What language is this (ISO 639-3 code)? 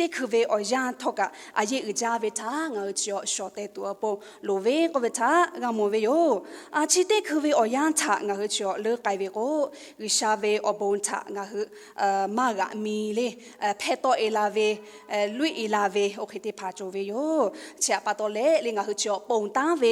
lhu